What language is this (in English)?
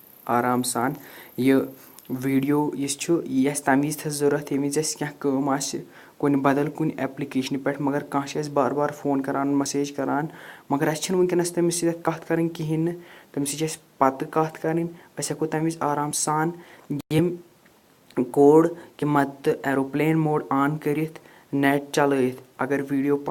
Kashmiri